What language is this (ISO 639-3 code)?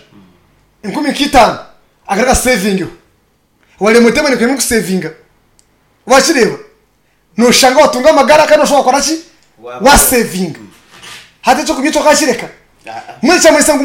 nyn